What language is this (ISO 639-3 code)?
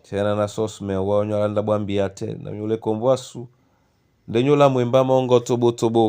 dua